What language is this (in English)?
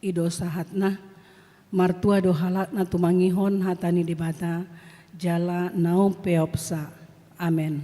Batak Toba